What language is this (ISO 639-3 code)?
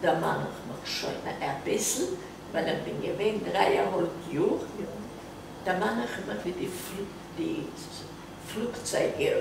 yid